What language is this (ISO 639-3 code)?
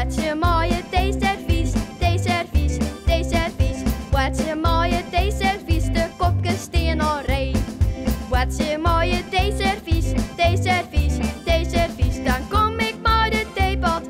fry